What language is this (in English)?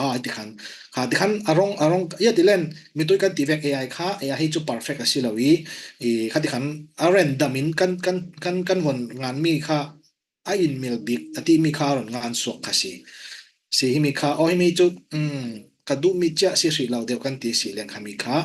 Falam Chin